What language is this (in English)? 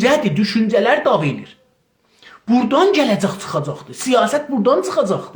South Azerbaijani